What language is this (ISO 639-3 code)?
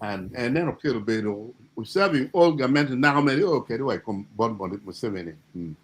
ach